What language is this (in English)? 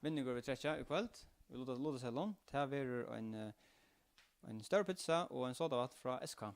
Faroese